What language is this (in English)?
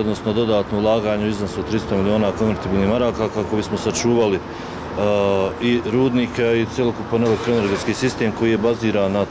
Bosnian